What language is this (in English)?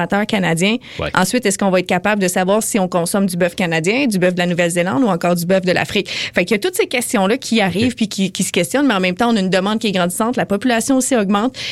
French